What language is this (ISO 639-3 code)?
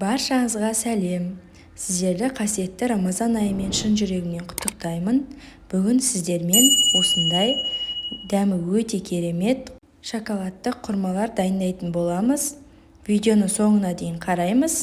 kaz